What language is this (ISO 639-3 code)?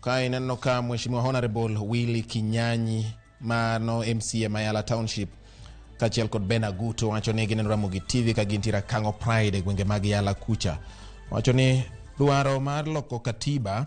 luo